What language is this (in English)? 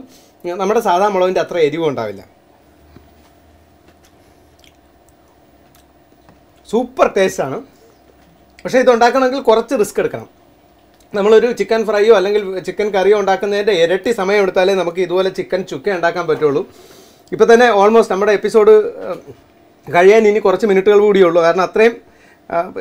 Malayalam